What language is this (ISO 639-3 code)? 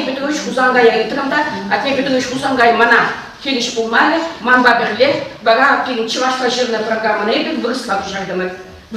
chv